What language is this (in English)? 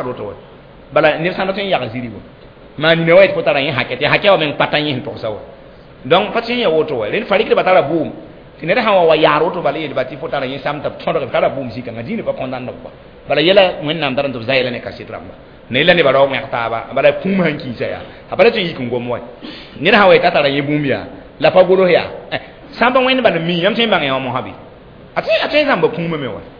Mossi